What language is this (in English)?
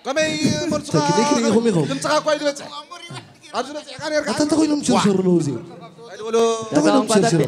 Tigrinya